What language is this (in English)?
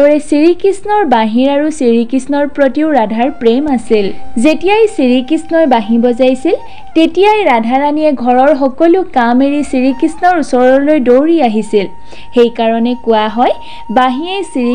Assamese